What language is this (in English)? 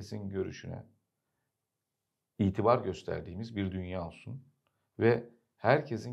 Turkish